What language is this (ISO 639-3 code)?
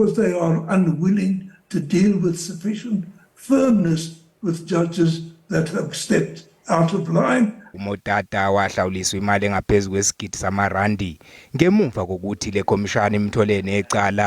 zul